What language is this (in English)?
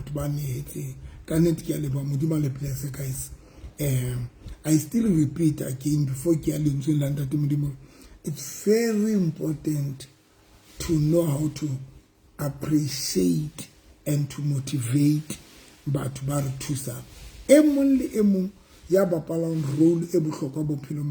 Southern Sotho